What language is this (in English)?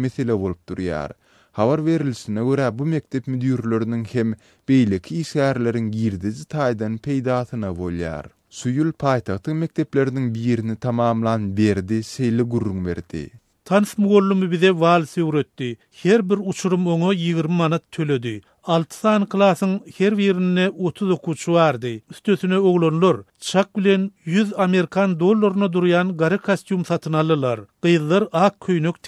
Turkmen